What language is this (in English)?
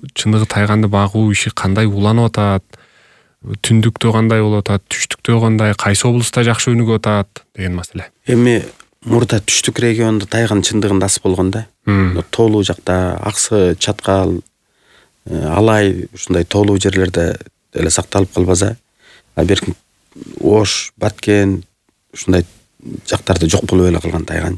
Kyrgyz